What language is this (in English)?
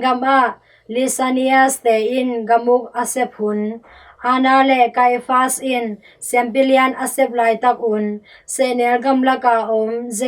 Tedim Chin